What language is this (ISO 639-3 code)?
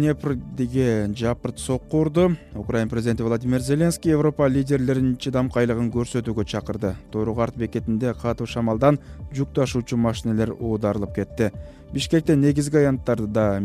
kir